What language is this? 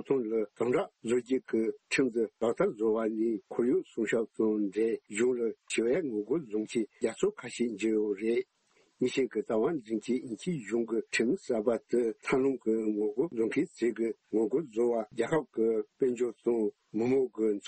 Tibetan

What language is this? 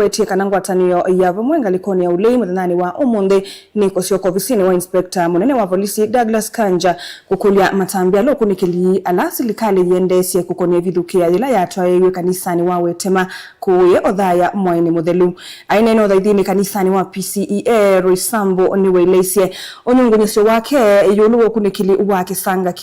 Kamba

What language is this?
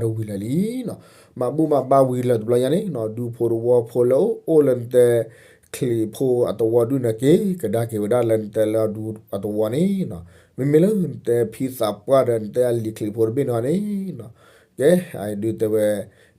S'gaw Karen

